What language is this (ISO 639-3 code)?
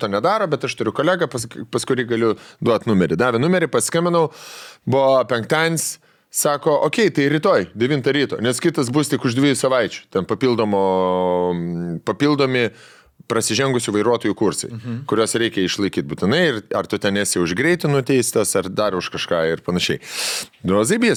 lit